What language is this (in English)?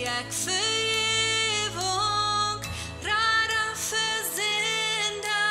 Plautdietsch